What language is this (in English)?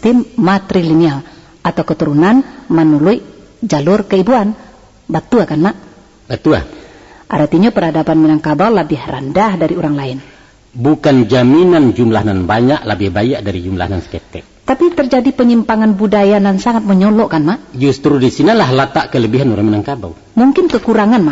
Minangkabau